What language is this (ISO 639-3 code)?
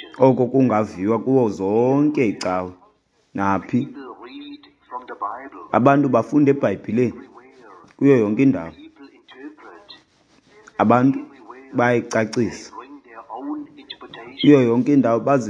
xho